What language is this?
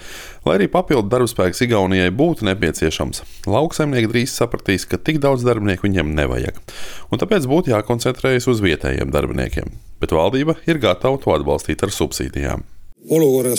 Latvian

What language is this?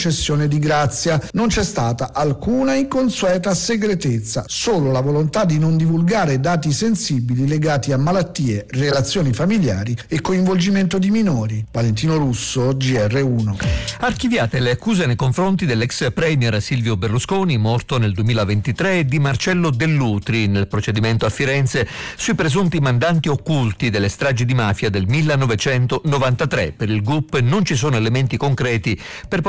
Italian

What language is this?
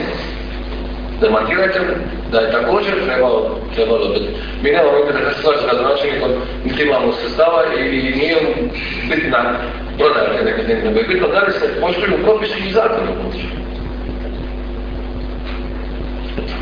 Croatian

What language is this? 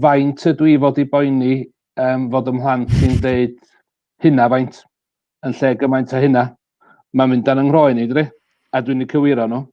Welsh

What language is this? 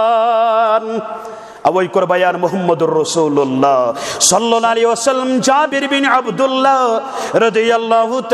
Kashmiri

